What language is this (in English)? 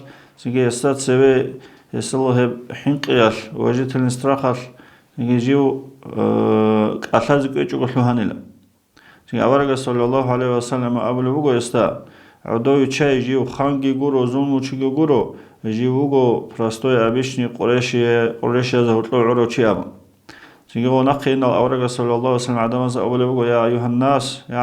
Avaric